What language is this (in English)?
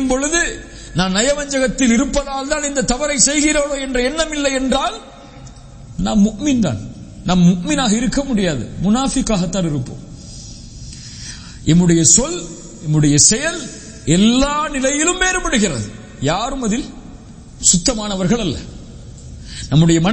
Tamil